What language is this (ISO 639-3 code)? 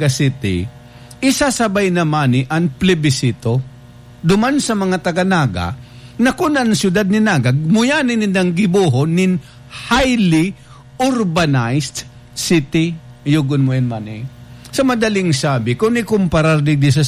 bik